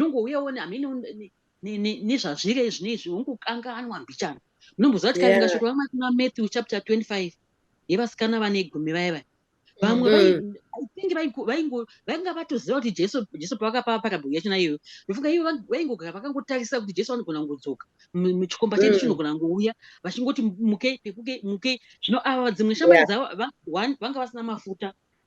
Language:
Shona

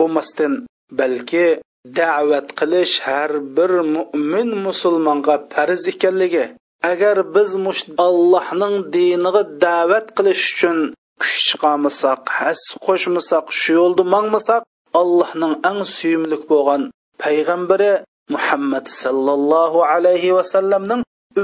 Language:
Uyghur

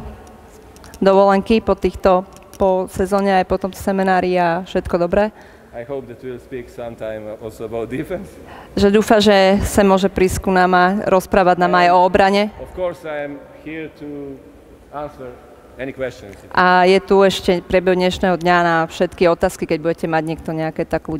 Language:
Slovak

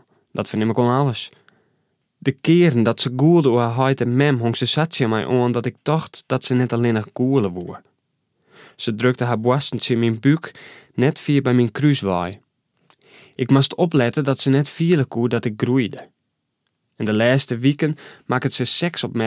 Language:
Western Frisian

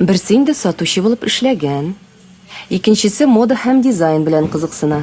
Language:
Tatar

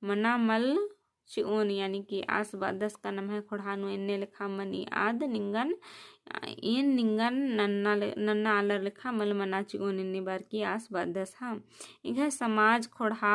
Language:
Kurukh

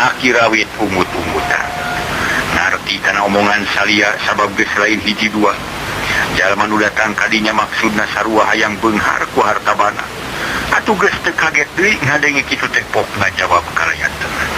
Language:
Sundanese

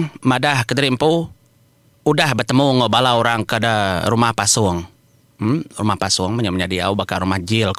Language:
Iban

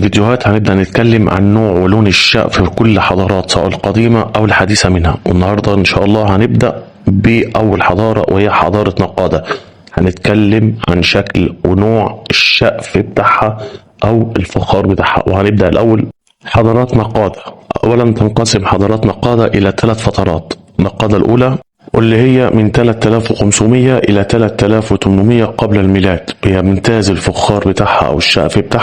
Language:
Egyptian Arabic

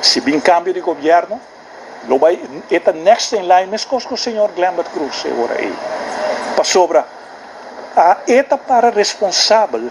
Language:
Papiamento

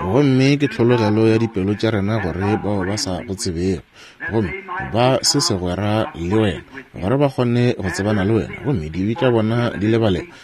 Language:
Northern Sotho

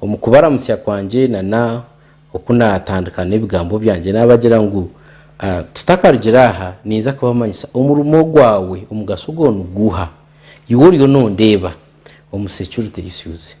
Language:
Nyankole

